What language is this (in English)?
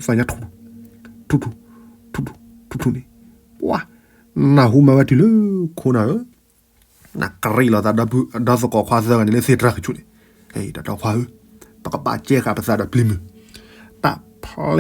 S'gaw Karen